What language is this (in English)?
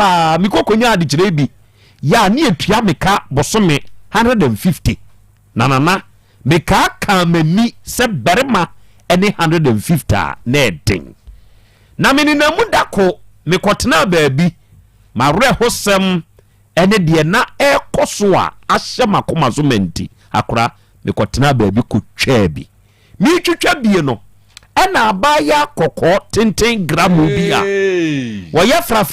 Akan